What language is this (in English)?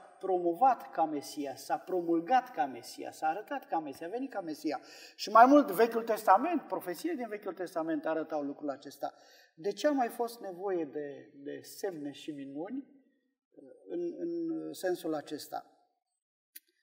Romanian